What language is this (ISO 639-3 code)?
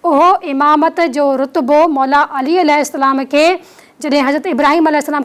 snd